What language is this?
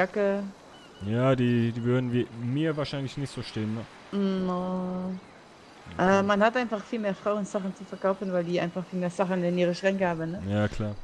Swiss German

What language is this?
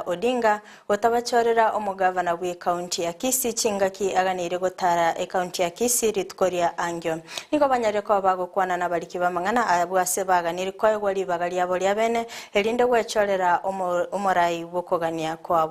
Gusii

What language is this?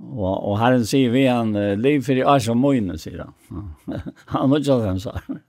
Faroese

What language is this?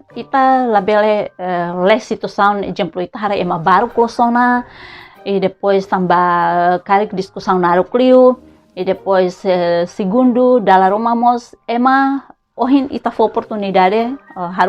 Tetum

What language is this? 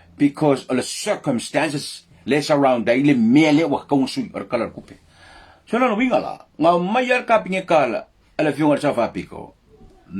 Samoan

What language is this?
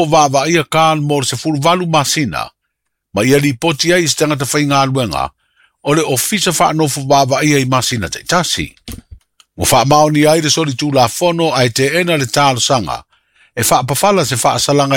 Samoan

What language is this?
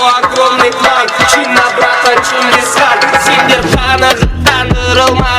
Kara-Kalpak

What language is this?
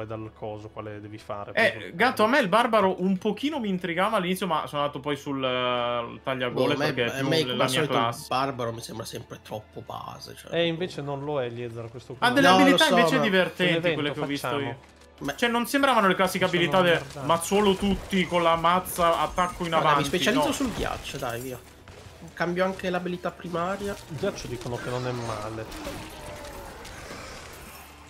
Italian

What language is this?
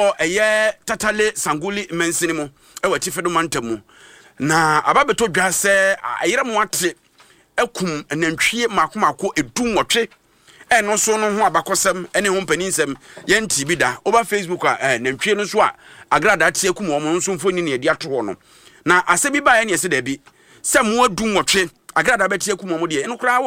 Akan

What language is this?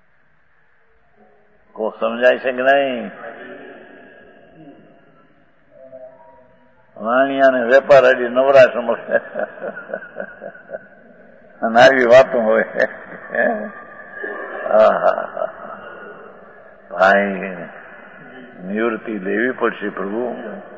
Gujarati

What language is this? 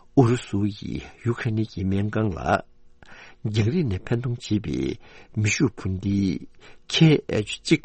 Tibetan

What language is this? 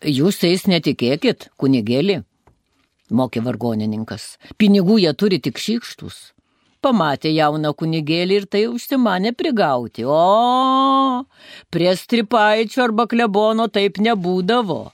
Lithuanian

